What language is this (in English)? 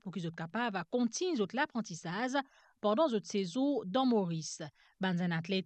Morisyen